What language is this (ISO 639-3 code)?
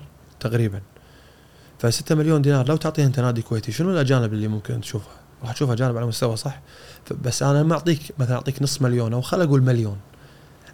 afb